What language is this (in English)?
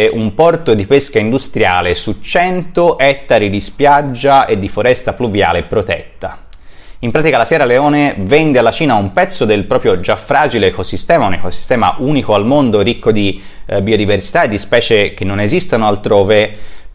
Italian